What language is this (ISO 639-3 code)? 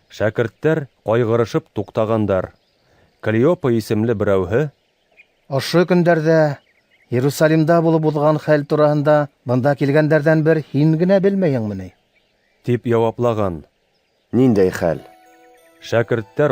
bak